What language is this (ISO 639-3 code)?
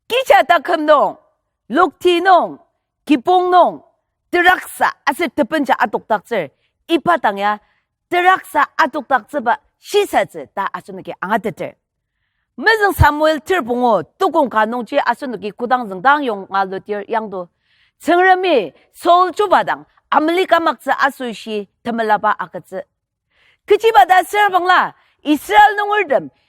njo